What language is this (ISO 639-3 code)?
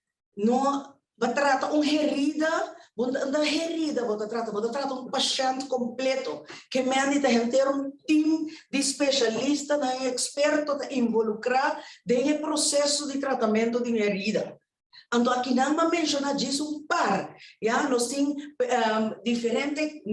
pap